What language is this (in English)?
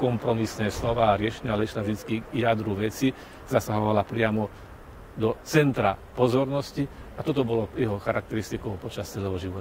Slovak